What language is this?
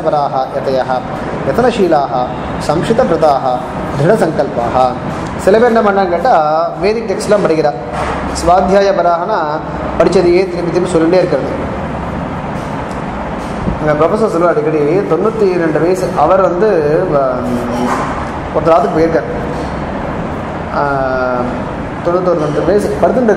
Tamil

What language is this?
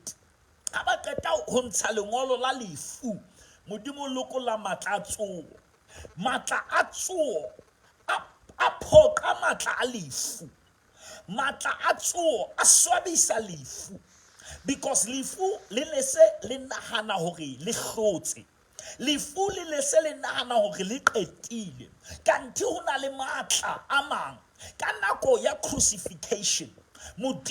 Southern Sotho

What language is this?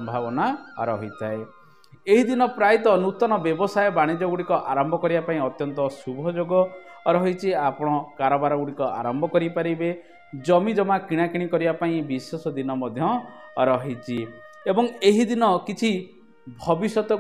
Odia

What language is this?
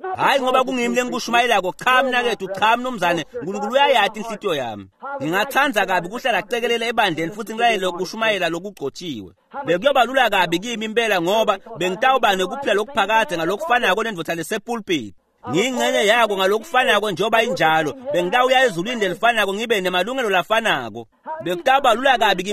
Swati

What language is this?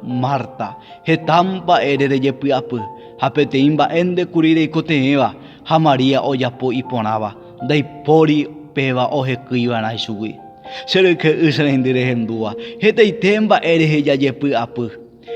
Guarani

